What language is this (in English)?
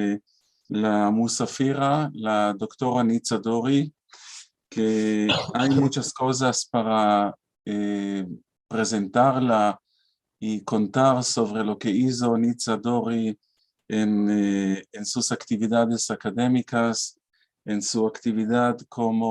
Ladino